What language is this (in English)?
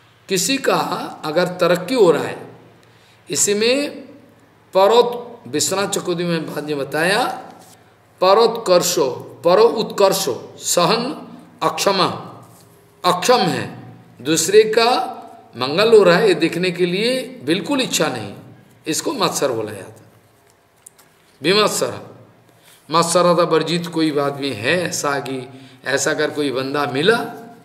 Hindi